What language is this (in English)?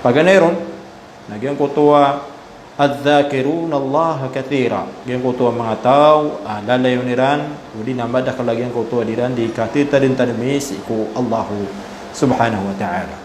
Maranao